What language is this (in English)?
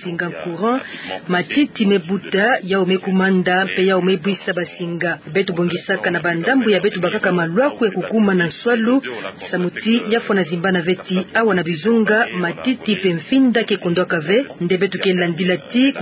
Kituba (Democratic Republic of Congo)